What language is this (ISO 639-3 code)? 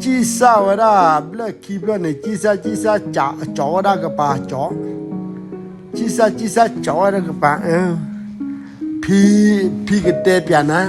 ksw